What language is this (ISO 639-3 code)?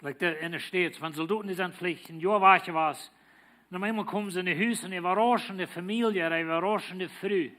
pdt